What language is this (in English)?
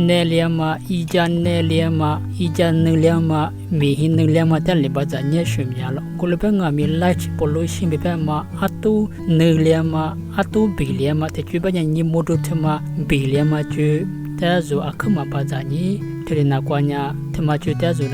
Lisu